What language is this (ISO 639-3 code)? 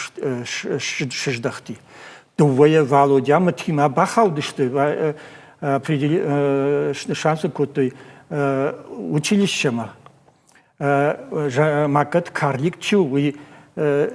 oss